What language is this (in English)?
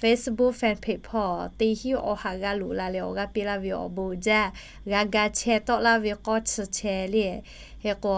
Lahu